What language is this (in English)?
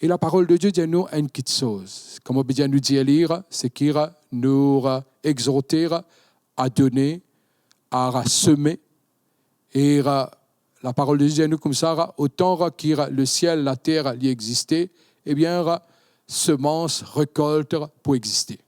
Morisyen